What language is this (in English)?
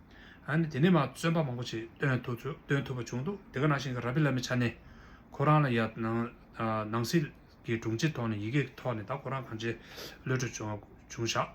Tibetan